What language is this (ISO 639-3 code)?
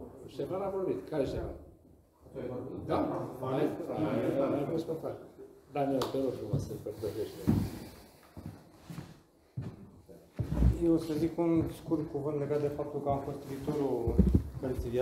ron